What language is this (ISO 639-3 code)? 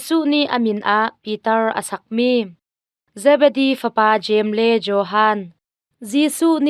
cnh